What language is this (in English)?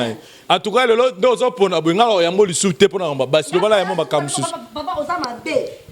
Lingala